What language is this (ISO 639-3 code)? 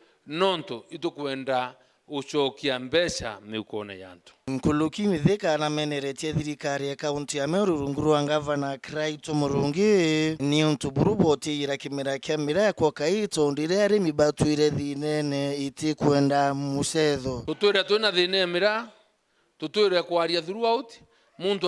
mer